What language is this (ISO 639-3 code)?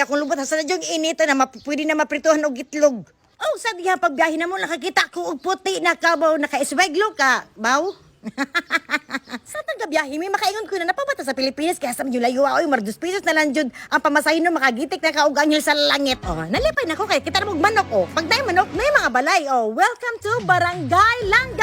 ceb